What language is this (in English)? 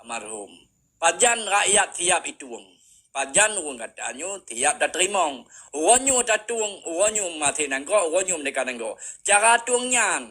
Achinese